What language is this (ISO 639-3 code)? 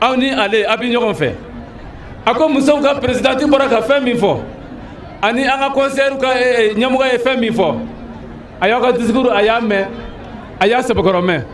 bam